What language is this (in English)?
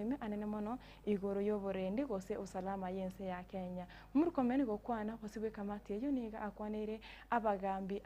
Gusii